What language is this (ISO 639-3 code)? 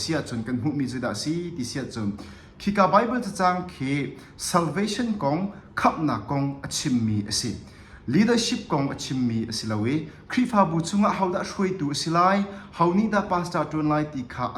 cnh